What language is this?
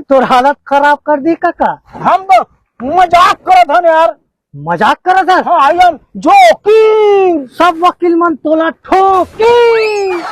Chhattisgarhi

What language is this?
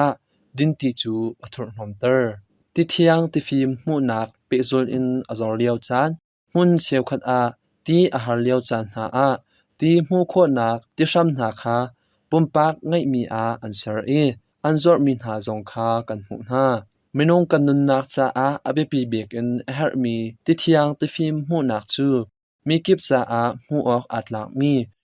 Hakha Chin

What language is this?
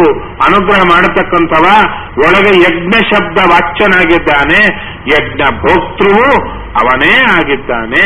Kannada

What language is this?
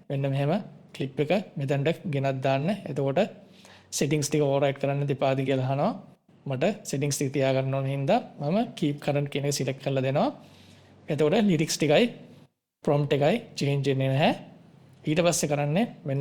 Sinhala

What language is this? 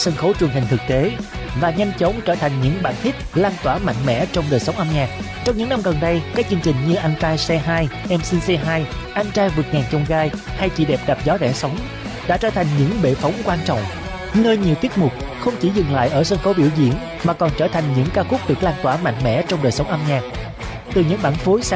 Vietnamese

